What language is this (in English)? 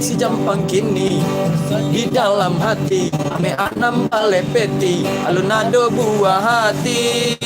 Minangkabau